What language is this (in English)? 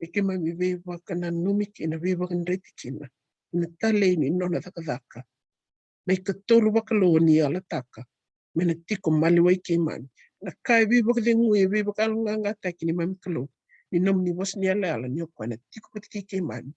Fijian